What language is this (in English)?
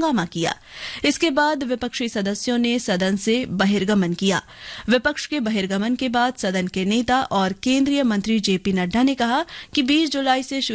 Hindi